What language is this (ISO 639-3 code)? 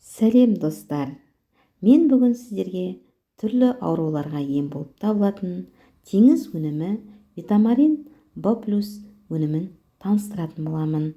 kaz